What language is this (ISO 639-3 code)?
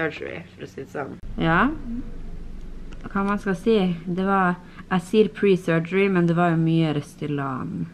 nor